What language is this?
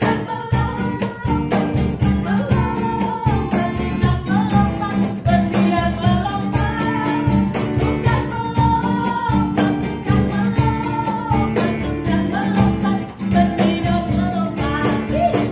Indonesian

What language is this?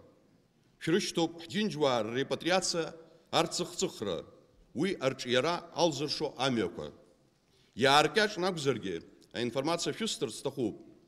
Abkhazian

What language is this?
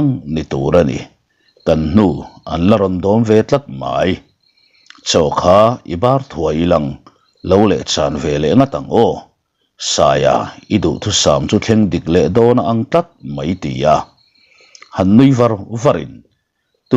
Mizo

